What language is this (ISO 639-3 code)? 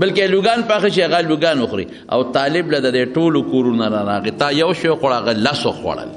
pus